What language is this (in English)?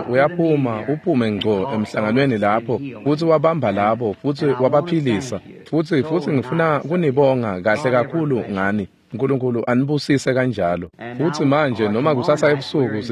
Swati